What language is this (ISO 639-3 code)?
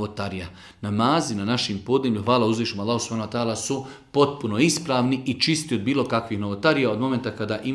bos